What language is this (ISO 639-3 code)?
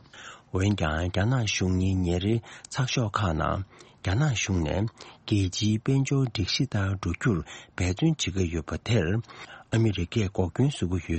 bod